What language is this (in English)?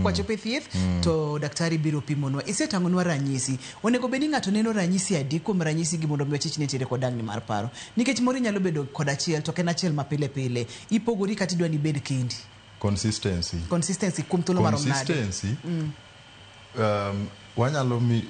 Luo (Kenya and Tanzania)